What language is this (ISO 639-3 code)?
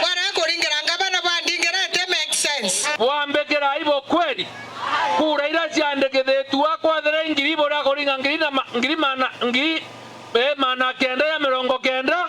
mer